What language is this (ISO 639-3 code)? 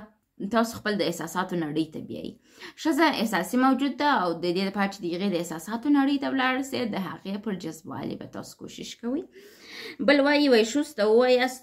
pus